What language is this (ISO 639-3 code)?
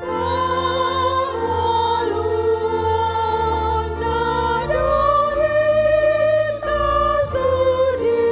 bbc